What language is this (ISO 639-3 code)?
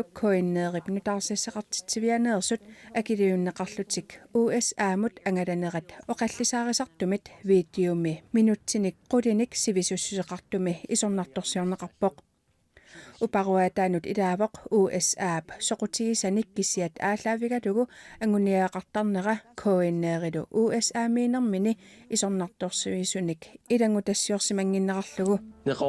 kal